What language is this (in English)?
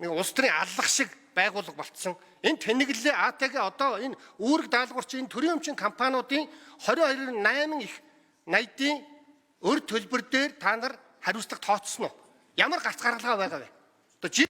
Mongolian